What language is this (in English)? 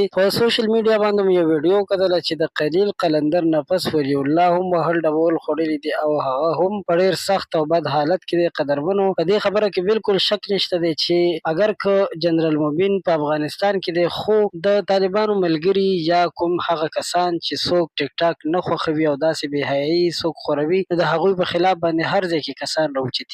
Pashto